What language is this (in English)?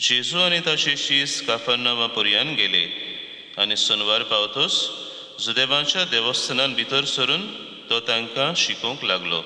Konkani